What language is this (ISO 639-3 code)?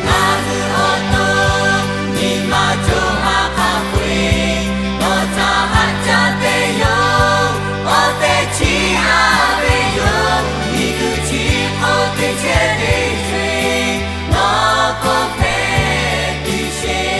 lhu